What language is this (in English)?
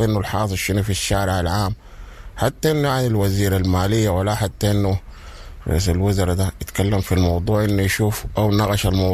Sudanese Arabic